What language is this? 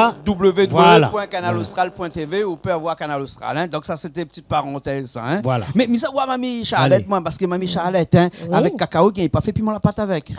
Réunion Creole French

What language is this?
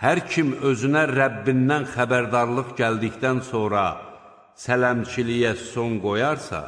Azerbaijani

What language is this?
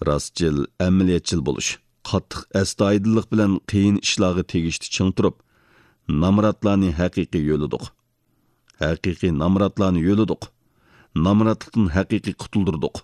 Uyghur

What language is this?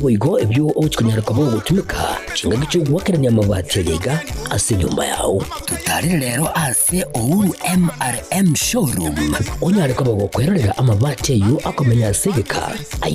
Gusii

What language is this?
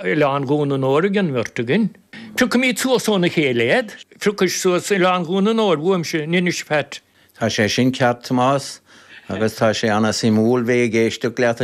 Irish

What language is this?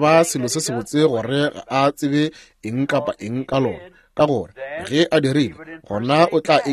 Northern Sotho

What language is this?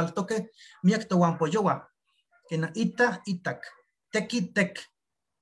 Eastern Huasteca Nahuatl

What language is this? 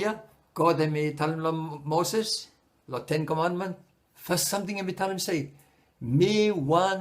Bislama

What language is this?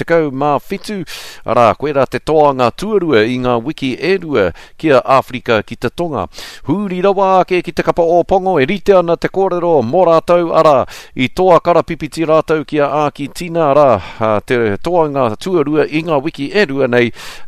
Māori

